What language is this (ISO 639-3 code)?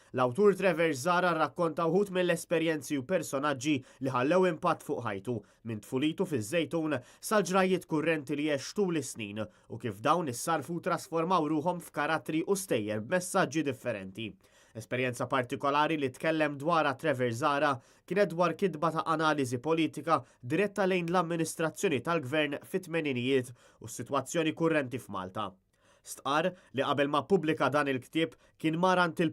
mlt